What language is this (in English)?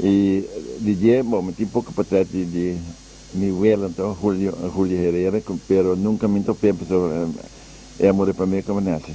Papiamento